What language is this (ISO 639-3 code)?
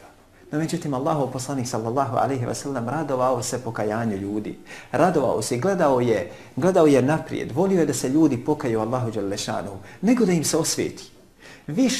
bos